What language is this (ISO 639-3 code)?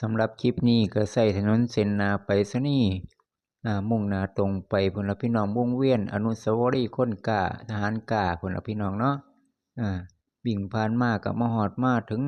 lao